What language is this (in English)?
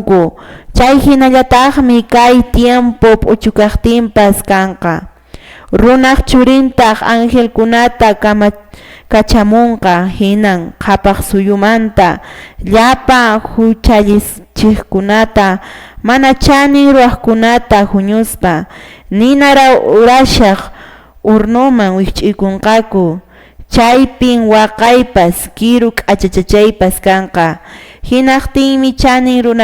Quechua